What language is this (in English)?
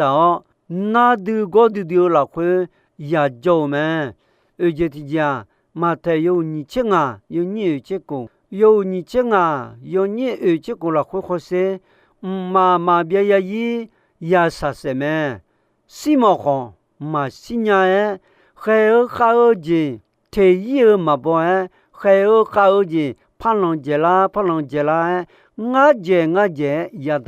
Akha